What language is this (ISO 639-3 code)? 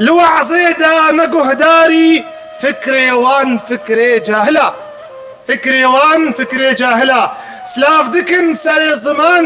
kur